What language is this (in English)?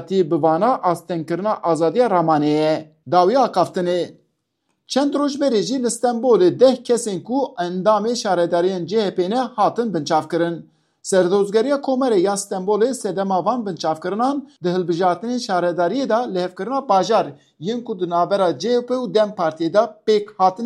Kurdish